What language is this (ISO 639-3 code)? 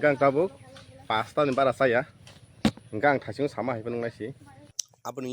trp